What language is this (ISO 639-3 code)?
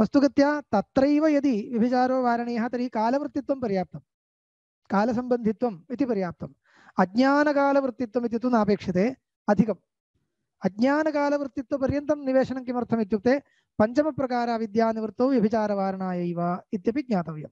san